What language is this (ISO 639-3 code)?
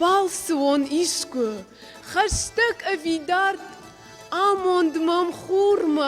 oss